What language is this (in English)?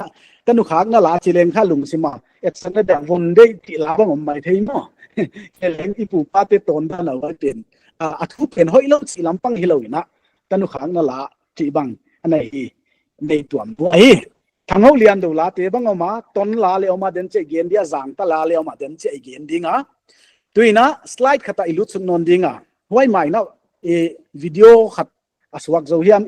Paite Chin